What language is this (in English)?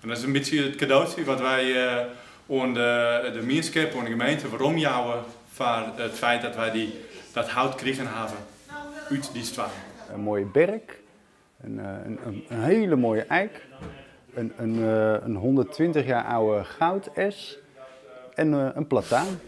Western Frisian